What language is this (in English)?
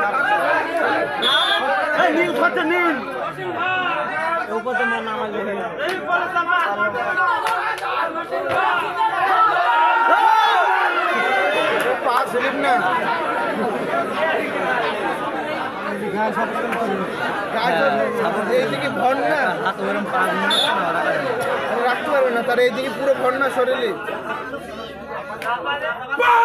Bangla